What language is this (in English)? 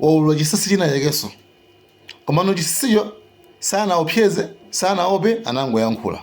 Nyanja